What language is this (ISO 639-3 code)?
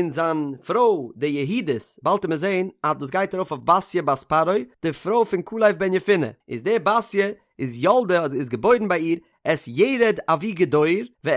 yid